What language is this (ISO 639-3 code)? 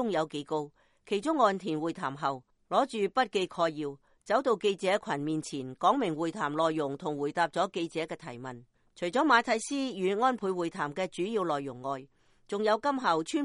yue